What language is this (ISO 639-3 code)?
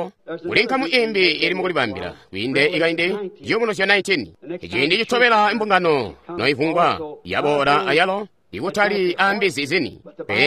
toi